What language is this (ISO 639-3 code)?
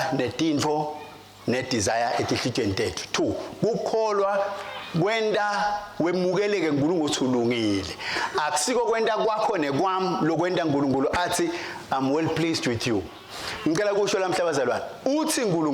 ssw